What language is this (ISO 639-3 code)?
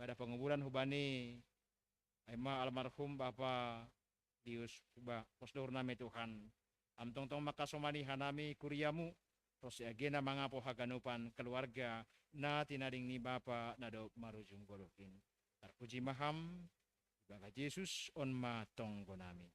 bts